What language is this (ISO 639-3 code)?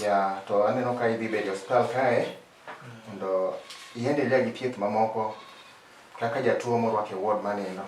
luo